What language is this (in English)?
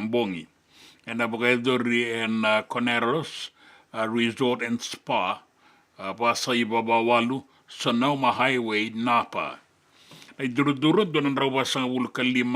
Fijian